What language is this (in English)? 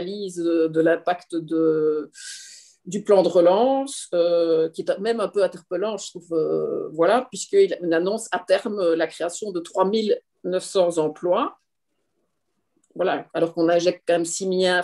French